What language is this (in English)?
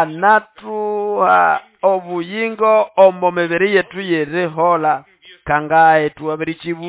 Nande